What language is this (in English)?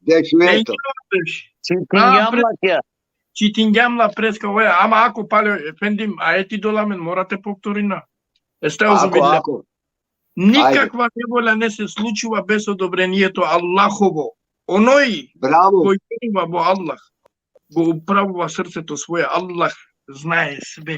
Balkan Romani